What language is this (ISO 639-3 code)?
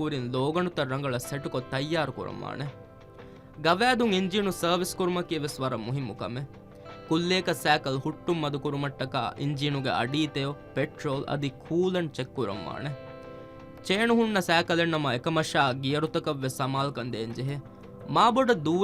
div